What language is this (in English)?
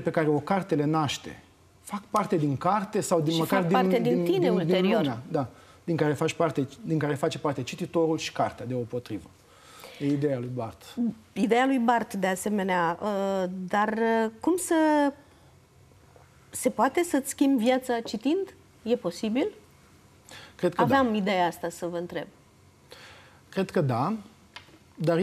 Romanian